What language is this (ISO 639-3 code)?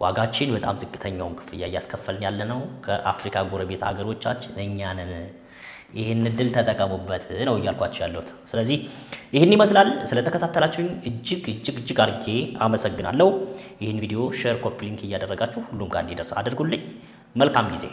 amh